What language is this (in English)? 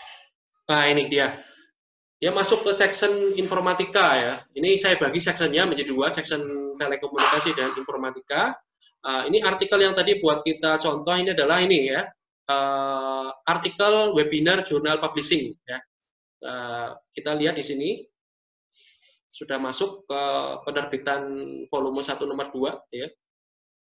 Indonesian